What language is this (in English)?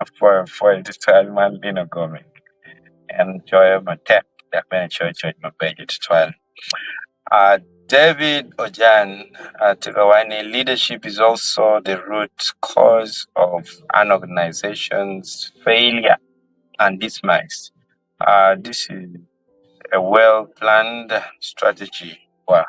Acoli